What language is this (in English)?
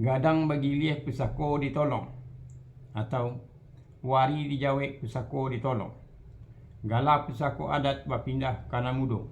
Minangkabau